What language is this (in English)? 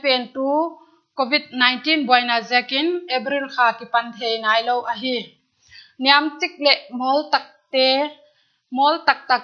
Paite Chin